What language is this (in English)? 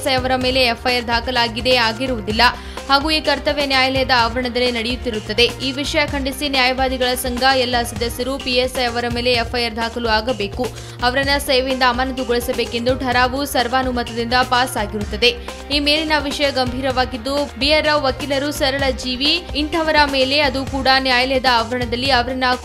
Kannada